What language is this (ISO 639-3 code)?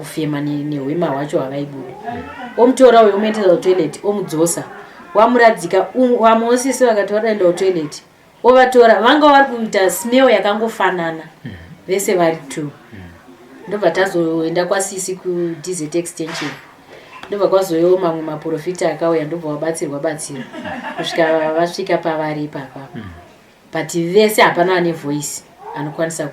sna